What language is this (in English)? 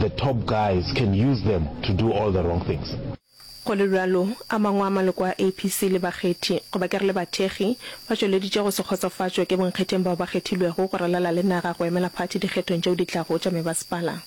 Northern Sotho